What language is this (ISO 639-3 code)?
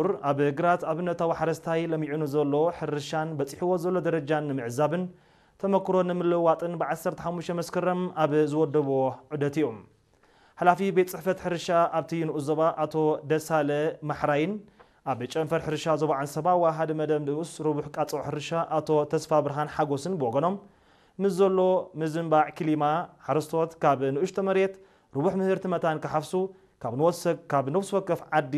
tir